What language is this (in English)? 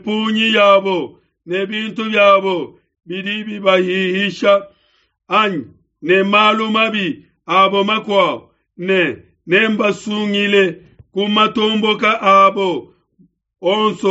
Luba-Lulua